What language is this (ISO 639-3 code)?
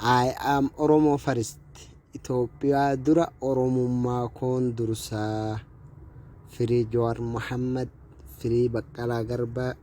orm